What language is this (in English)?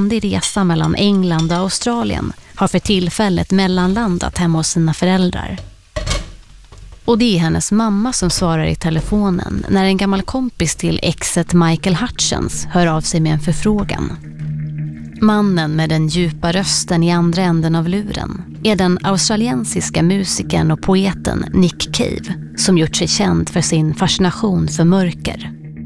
Swedish